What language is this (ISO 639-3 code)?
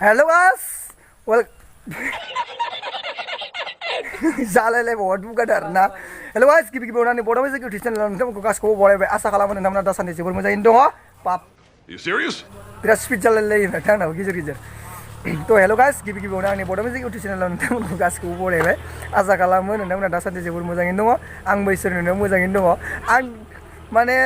brx